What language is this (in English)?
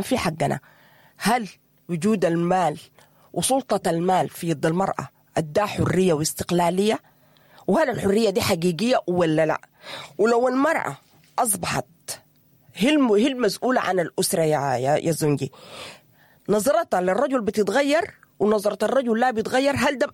Sudanese Arabic